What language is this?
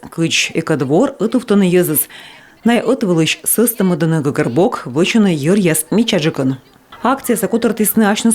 Komi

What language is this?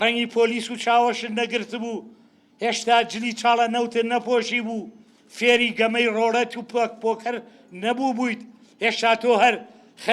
Central Kurdish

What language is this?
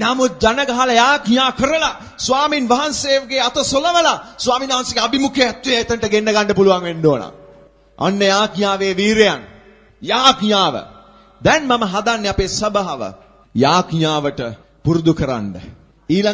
Sinhala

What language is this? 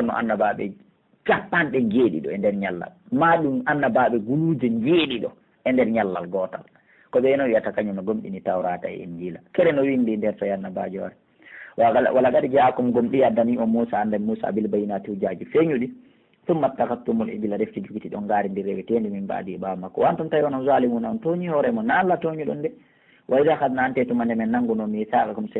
Pular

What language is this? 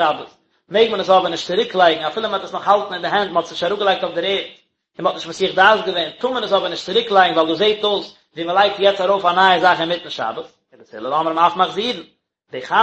Yiddish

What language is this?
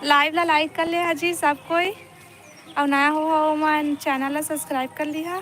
Chhattisgarhi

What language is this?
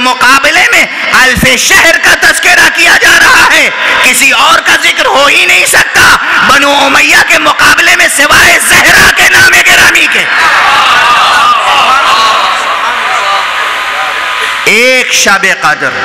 Urdu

